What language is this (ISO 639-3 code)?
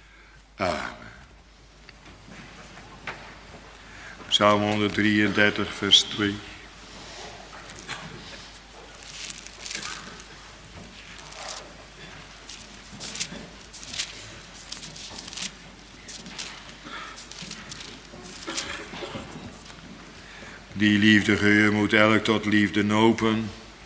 nld